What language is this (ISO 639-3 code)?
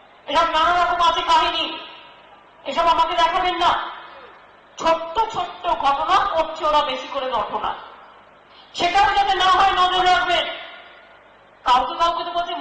ben